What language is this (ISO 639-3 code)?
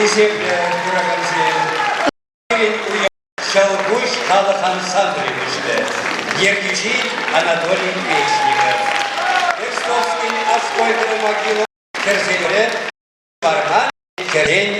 chv